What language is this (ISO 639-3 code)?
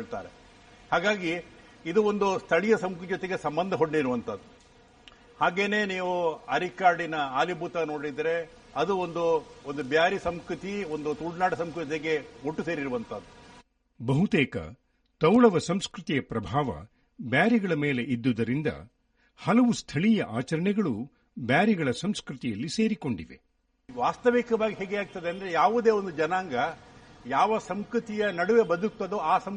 kan